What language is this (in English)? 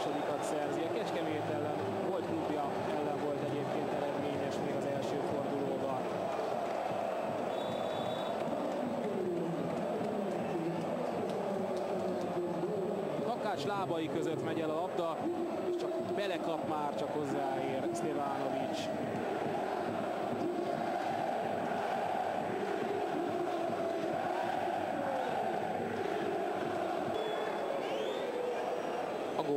Hungarian